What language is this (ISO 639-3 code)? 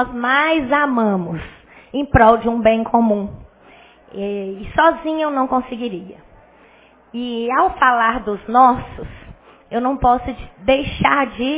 por